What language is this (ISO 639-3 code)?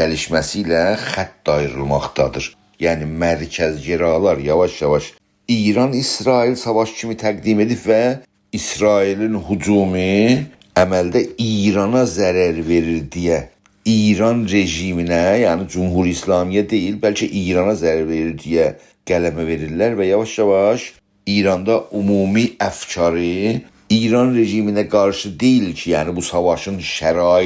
azb